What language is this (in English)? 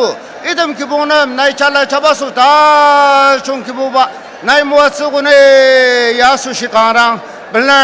Ao Naga